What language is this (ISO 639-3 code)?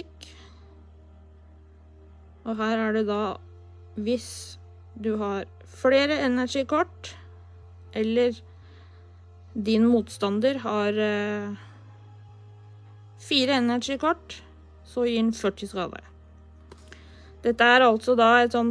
nor